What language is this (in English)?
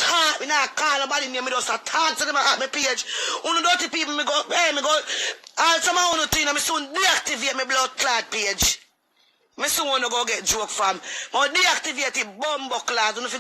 Jamaican Creole English